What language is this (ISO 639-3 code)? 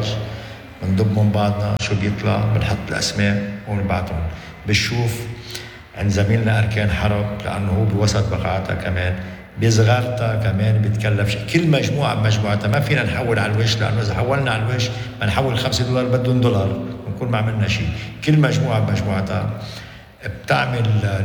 apc